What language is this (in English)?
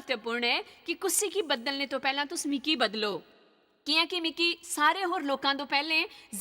Dogri